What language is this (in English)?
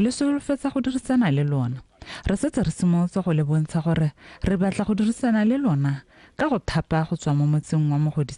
Tswana